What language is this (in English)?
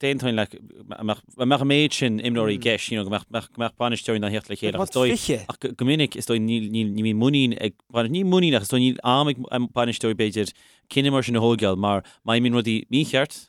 Irish